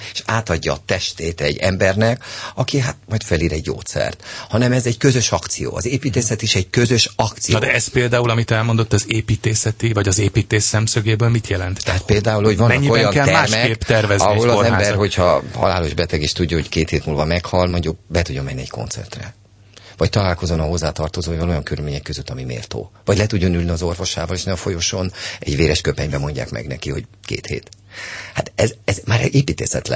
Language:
Hungarian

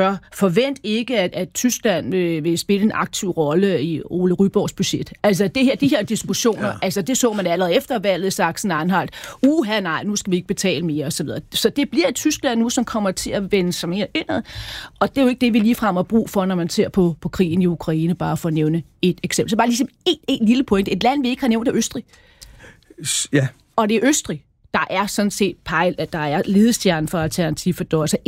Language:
Danish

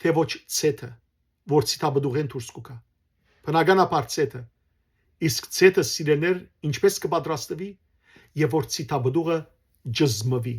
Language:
Western Armenian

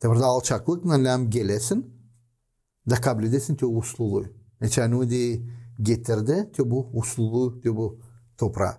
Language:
Gagauz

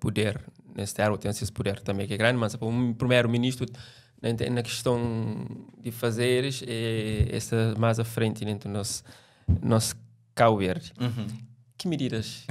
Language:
Kabuverdianu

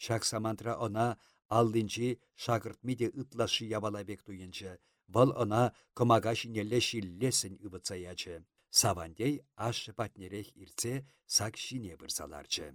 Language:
Chuvash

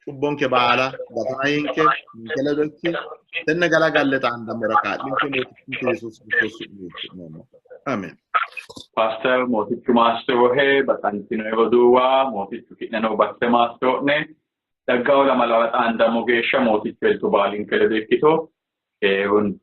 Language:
Sidamo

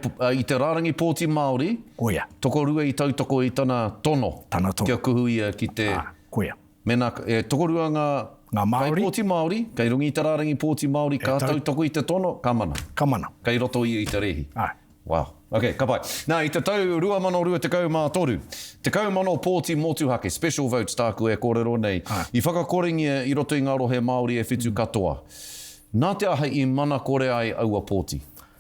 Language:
Māori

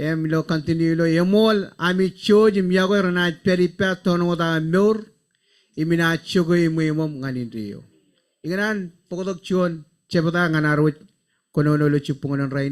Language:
Marshallese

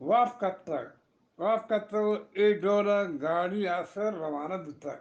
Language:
Eastern Balochi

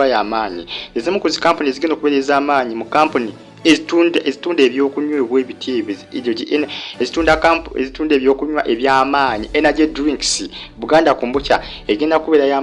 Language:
Ganda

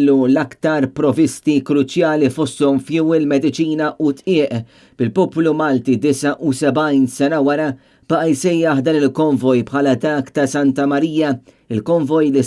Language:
Maltese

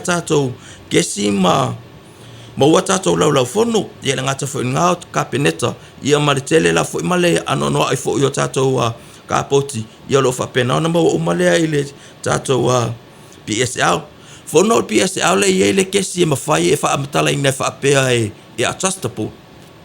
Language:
Samoan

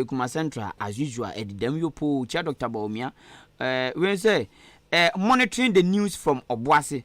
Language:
Akan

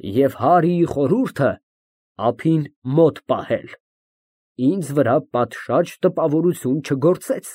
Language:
Armenian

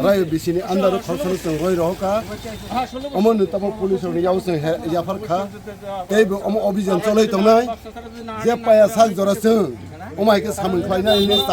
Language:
Kok Borok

